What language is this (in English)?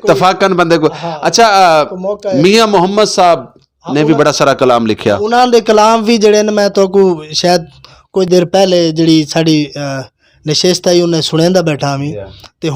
Western Panjabi